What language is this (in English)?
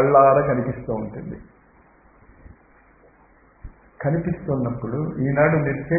Telugu